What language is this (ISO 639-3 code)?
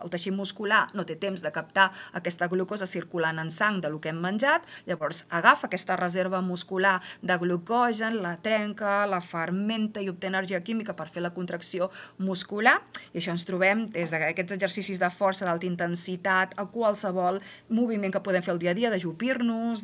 cat